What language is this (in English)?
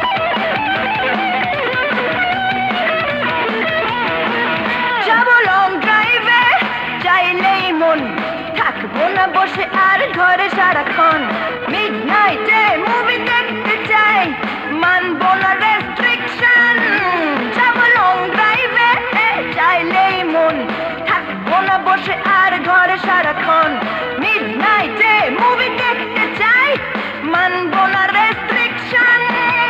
Bangla